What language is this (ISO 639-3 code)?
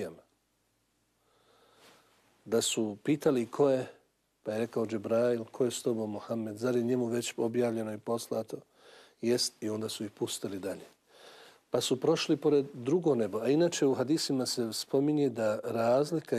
bos